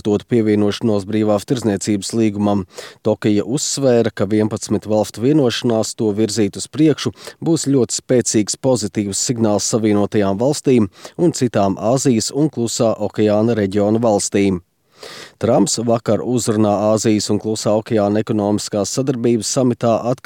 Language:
Latvian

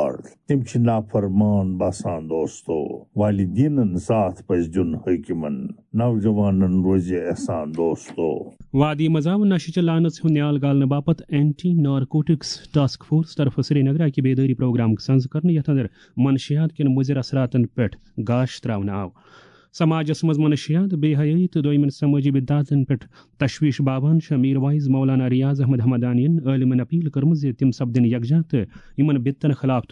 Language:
Kashmiri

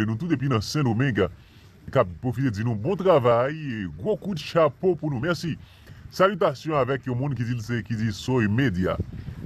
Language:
Haitian Creole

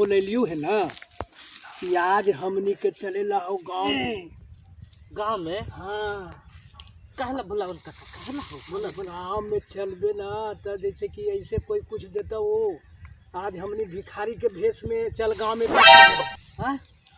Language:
Magahi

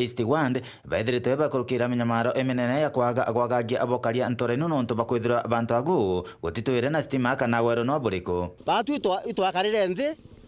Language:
Meru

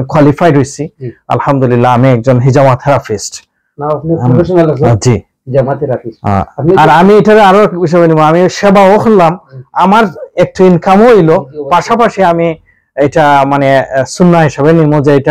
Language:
Sylheti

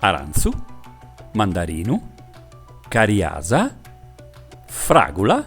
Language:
Sardinian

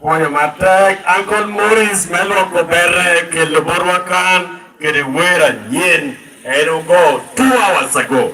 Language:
Lango (Uganda)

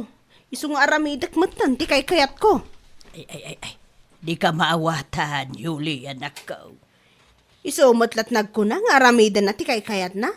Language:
Iloko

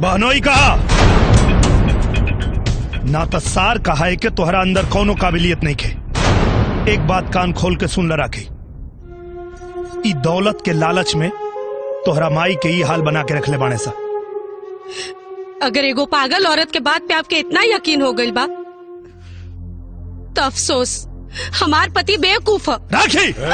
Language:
Bhojpuri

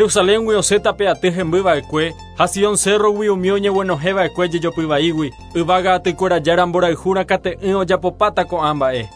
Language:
Guarani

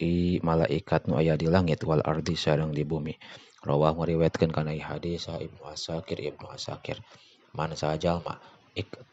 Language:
Sundanese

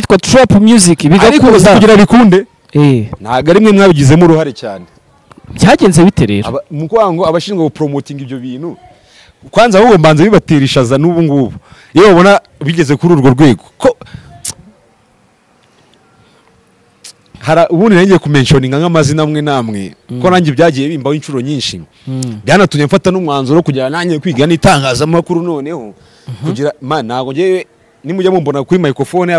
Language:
Kinyarwanda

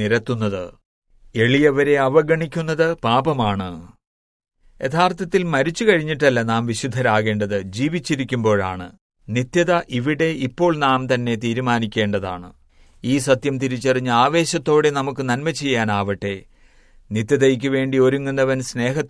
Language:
Malayalam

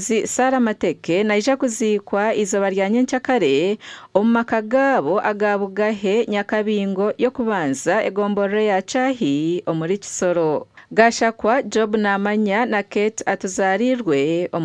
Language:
Nyankole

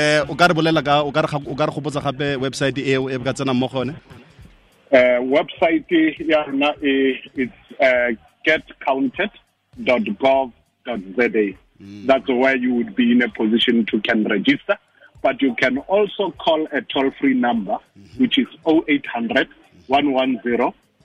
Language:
Tswana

